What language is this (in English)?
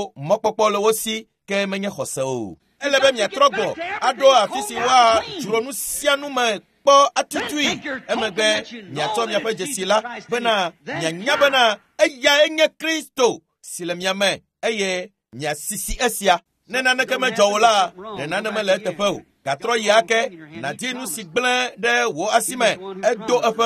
Ewe